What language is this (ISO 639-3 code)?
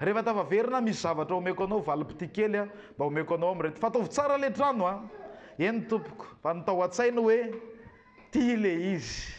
mlg